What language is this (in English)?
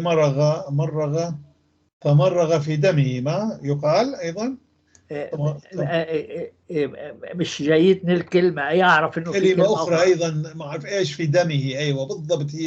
North Levantine Arabic